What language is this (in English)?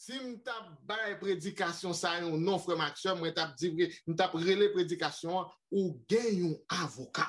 Haitian Creole